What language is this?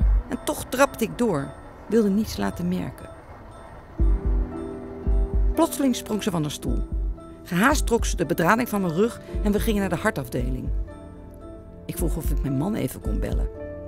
Dutch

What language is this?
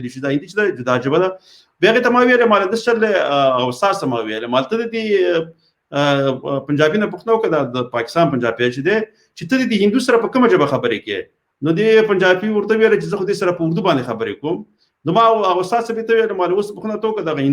Pashto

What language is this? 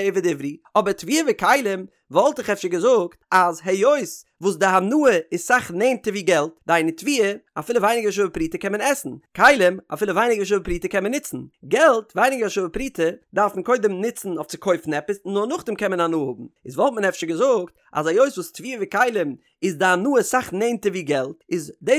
Yiddish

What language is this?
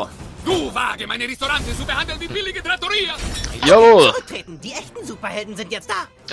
Swiss German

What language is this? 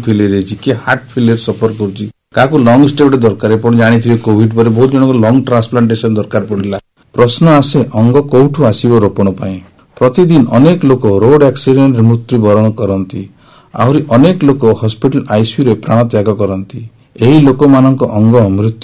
Odia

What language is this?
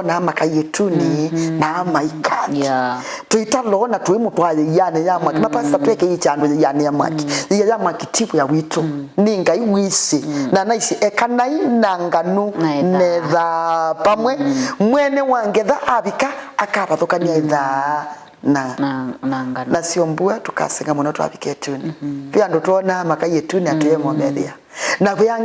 Kamba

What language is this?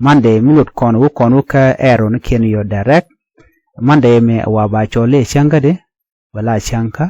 Nuer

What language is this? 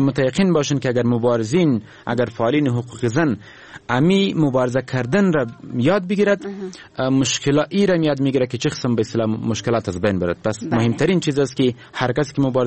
Persian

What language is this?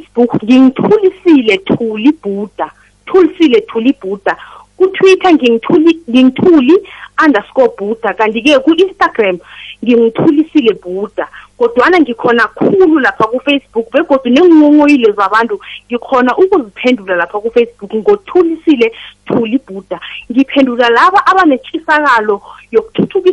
South Ndebele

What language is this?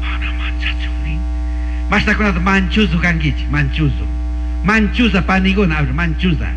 Chimborazo Highland Quichua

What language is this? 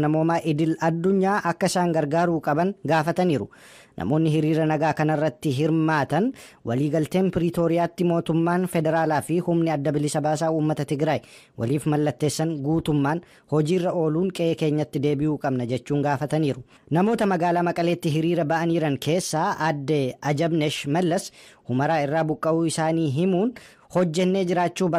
Oromo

